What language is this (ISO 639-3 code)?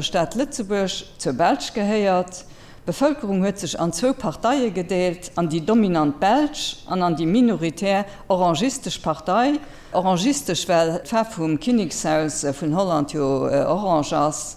ltz